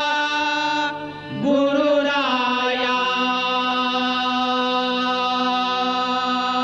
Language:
Marathi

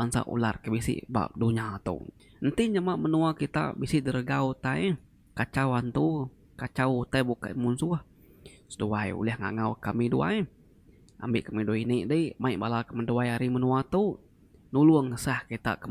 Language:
Iban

